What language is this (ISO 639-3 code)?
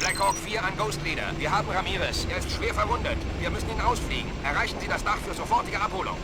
bar